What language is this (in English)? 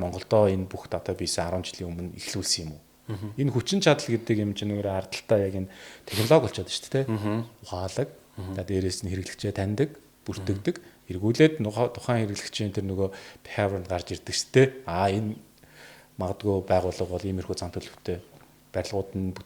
Mongolian